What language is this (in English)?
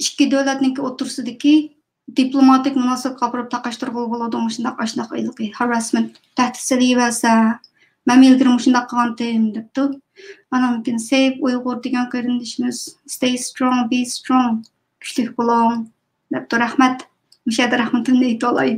Uyghur